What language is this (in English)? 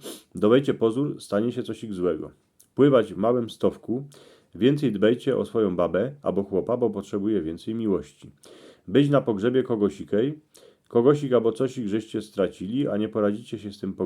Silesian